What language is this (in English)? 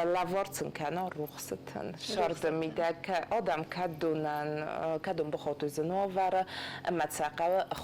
Ossetic